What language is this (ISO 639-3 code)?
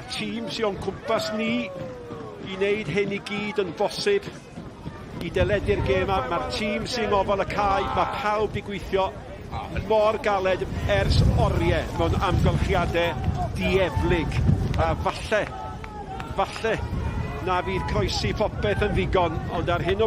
cym